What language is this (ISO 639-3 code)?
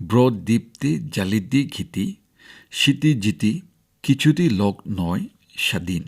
nag